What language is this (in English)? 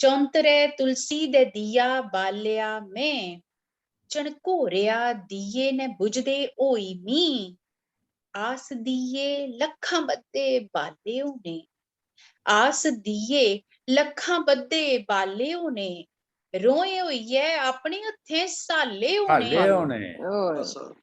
Dogri